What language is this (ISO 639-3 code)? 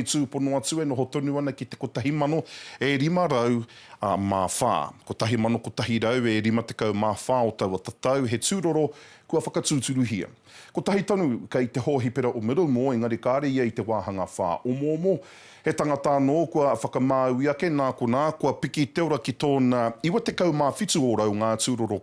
mri